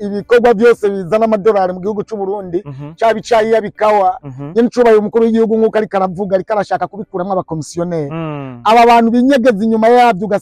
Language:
Rundi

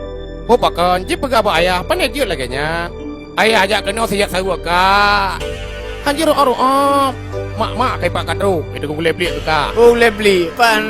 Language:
Achinese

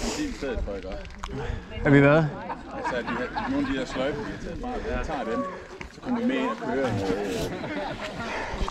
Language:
Danish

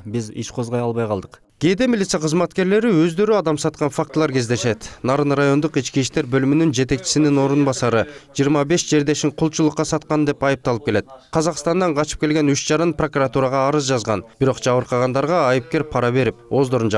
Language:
Kyrgyz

